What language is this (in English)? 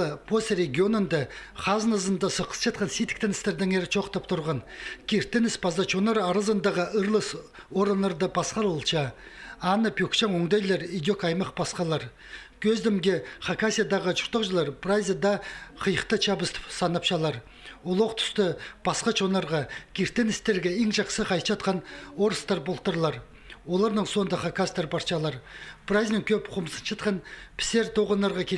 Khakas